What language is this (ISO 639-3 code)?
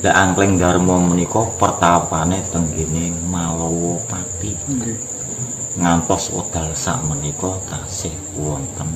jav